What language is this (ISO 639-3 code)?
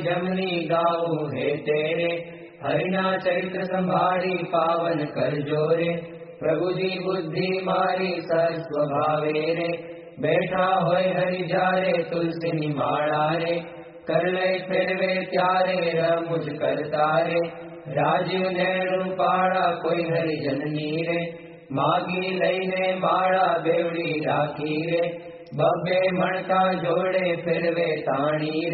guj